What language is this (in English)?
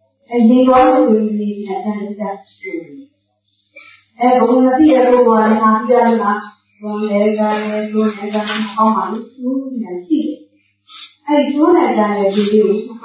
Burmese